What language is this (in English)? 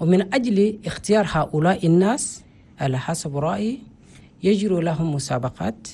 Chadian Arabic